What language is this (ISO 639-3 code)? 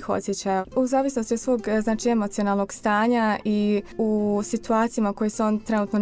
bos